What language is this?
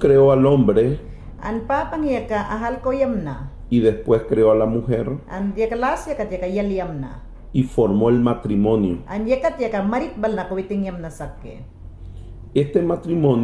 Mayangna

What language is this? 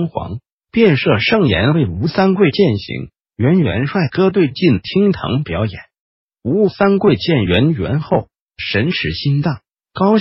Chinese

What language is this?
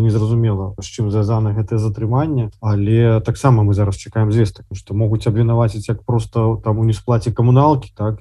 Belarusian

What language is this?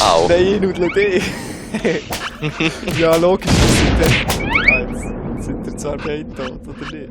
Swiss German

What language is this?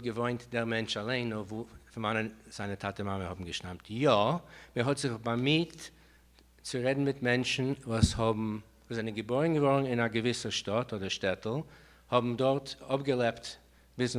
Yiddish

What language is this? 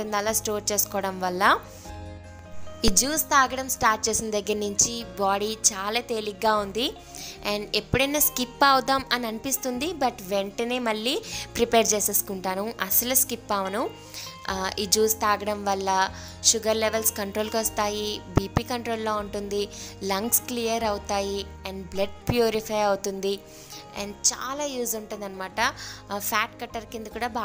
Telugu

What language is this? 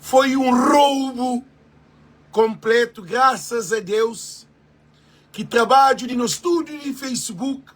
Kabuverdianu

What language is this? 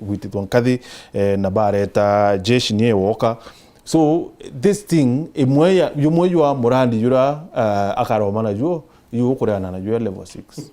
Meru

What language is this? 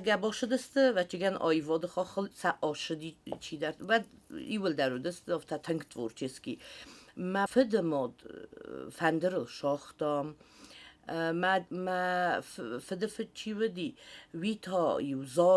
Ossetic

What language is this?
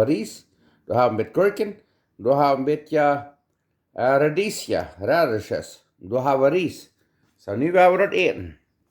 Plautdietsch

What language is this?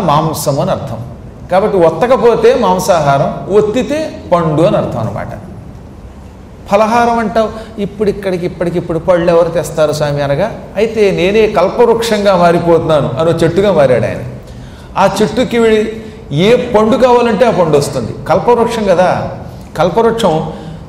Telugu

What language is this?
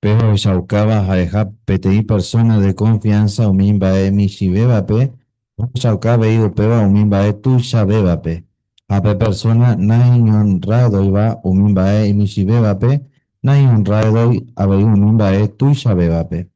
Guarani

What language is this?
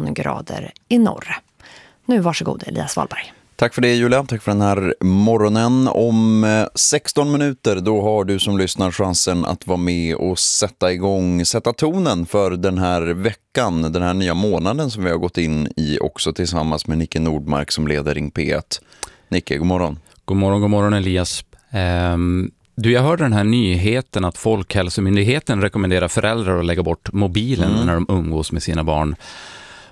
Swedish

